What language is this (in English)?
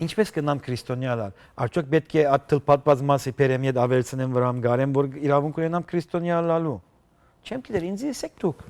Western Armenian